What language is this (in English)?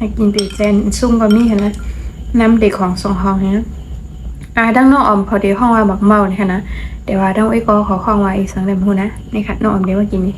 Shan